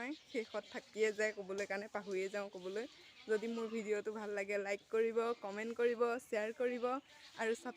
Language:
Assamese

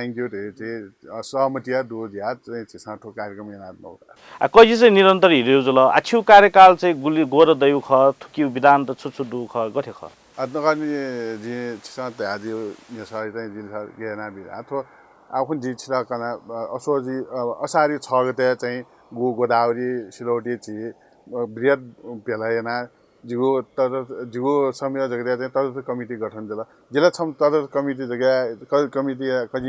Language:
Newari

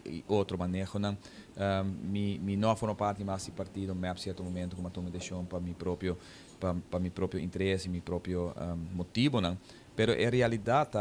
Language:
Papiamento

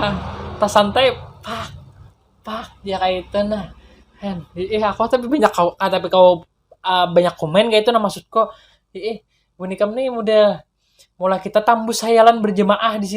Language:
Banjar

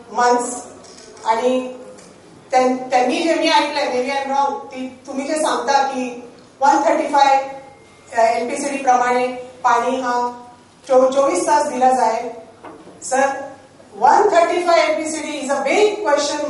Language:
Marathi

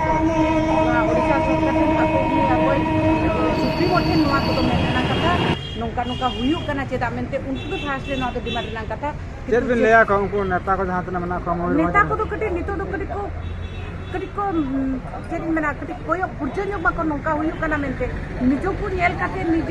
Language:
Santali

